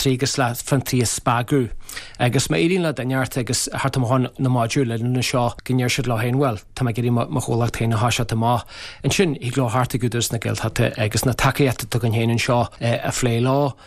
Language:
Irish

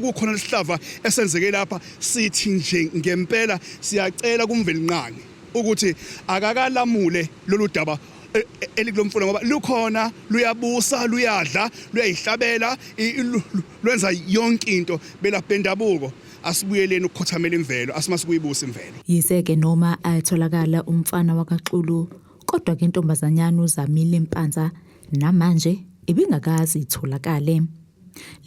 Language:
Zulu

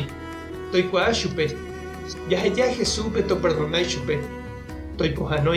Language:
Guarani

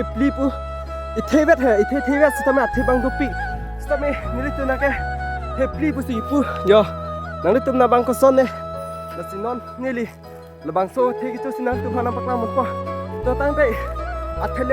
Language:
Karbi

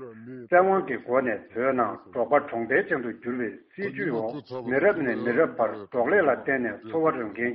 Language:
Tibetan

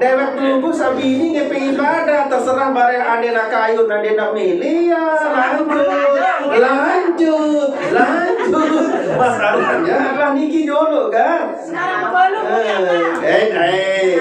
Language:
Sasak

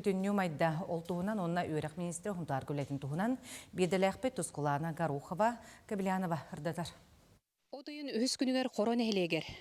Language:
Yakut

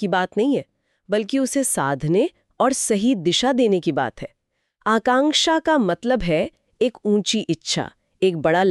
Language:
Hindi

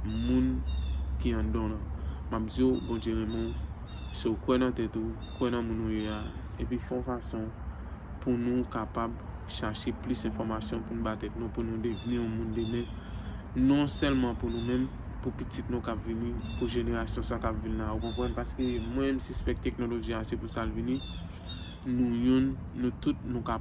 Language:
Haitian Creole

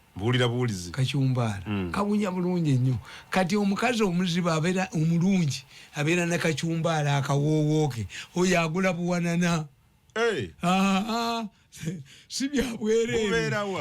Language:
Ganda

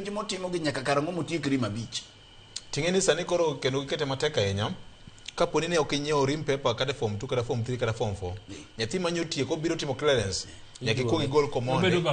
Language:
Luo (Kenya and Tanzania)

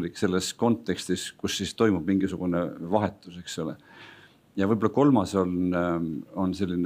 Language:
Estonian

